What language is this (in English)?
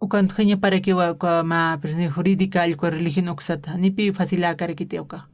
Aymara